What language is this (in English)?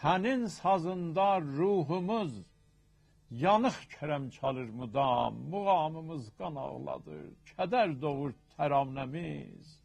South Azerbaijani